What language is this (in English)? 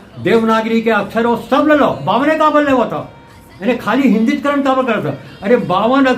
Chhattisgarhi